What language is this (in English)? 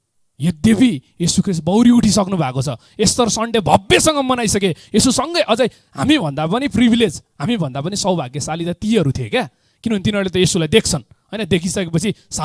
Nepali